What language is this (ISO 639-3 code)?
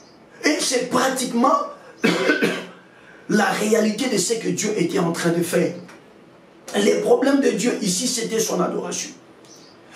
fra